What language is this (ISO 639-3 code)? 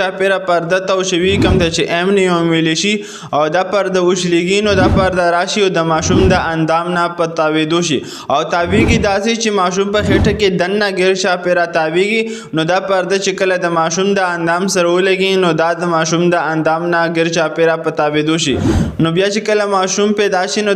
pus